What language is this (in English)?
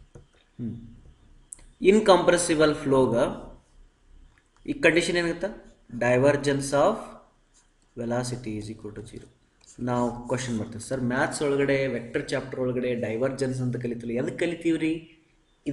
Kannada